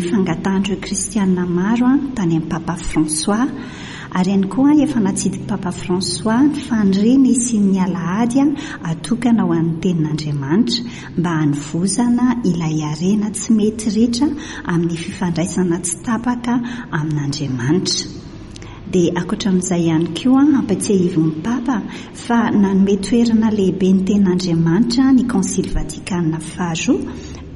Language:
Malagasy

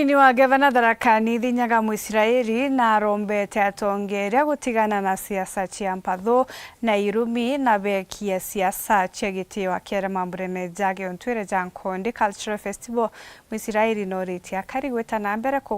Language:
Meru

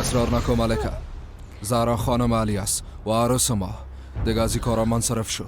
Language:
Persian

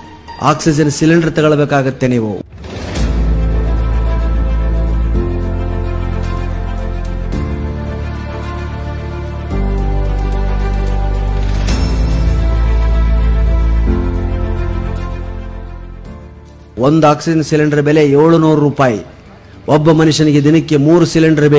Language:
Kannada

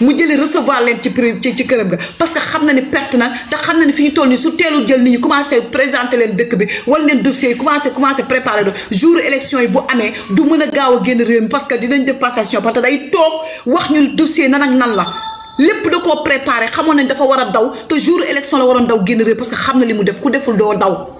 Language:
Wolof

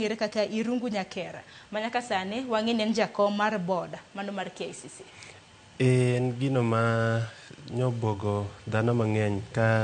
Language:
Luo (Kenya and Tanzania)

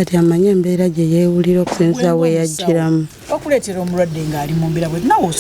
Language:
Ganda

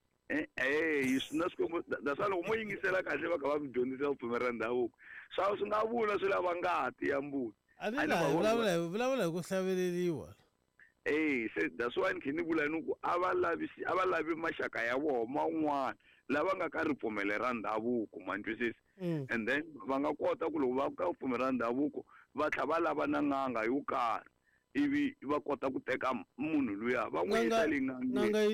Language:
Tsonga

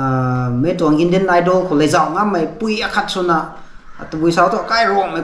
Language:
Rongmei Naga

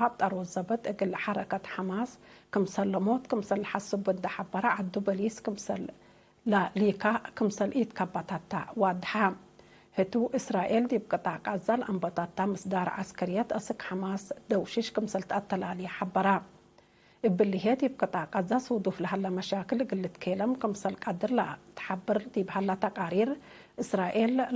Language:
Tigre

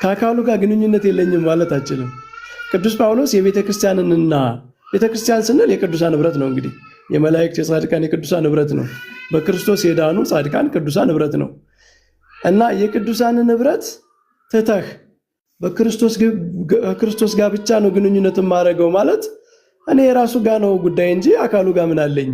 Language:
Amharic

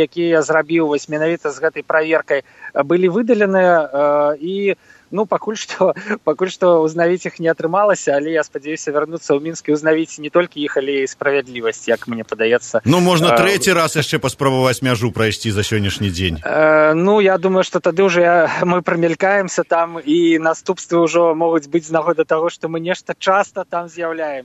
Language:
Belarusian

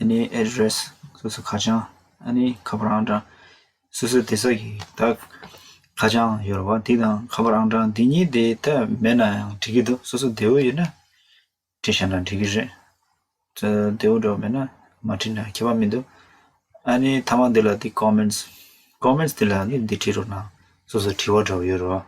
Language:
Tibetan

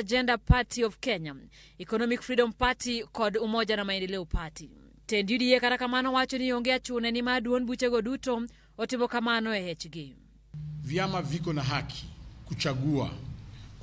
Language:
Luo (Kenya and Tanzania)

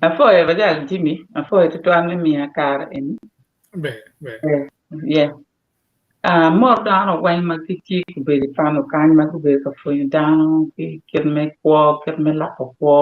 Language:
Acoli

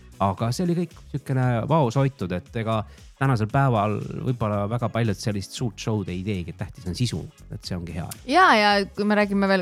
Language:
Estonian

